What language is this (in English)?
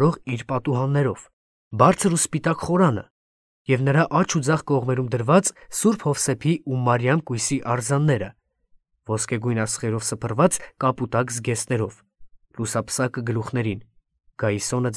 Armenian